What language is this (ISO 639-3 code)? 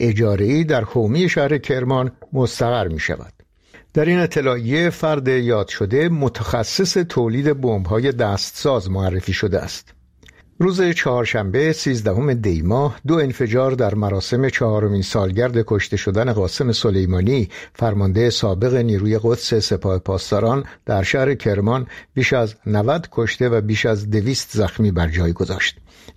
fas